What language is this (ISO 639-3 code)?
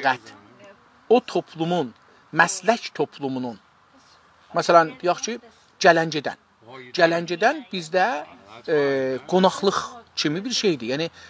azb